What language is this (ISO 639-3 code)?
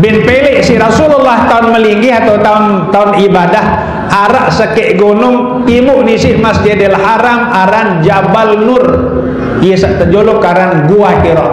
sas